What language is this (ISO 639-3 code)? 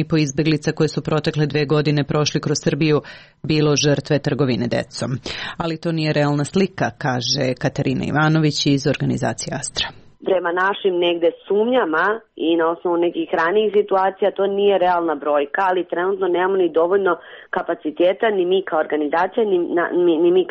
srp